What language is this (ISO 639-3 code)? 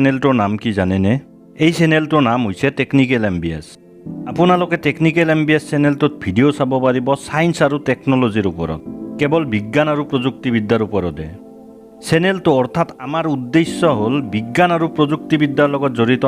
asm